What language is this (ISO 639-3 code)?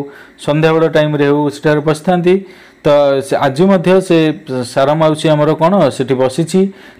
ori